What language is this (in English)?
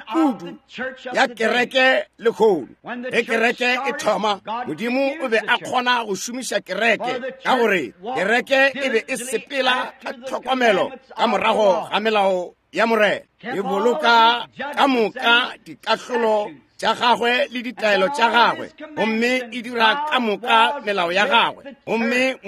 Northern Sotho